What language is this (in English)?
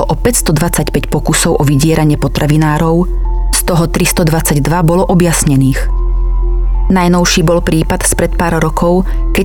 Slovak